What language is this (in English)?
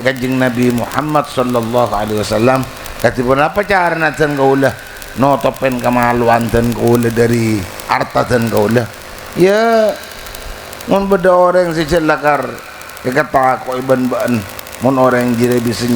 Madurese